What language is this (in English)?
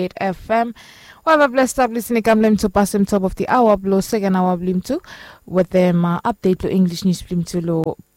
Bislama